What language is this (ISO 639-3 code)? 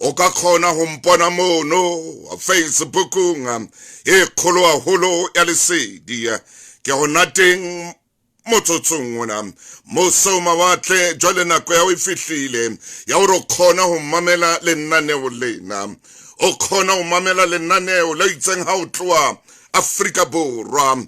sot